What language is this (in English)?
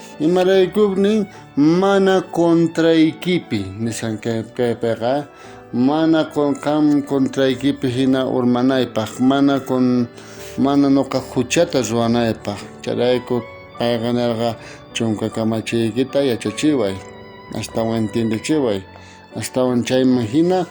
South Bolivian Quechua